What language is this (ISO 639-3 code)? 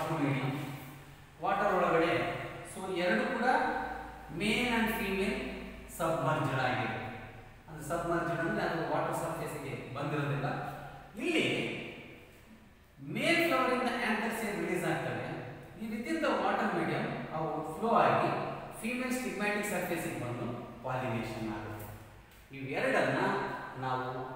kan